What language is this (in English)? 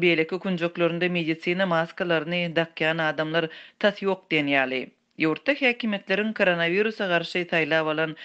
Turkmen